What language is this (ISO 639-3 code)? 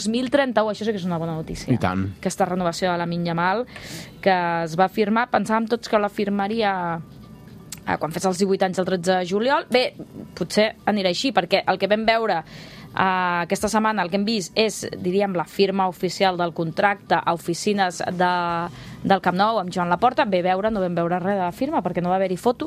cat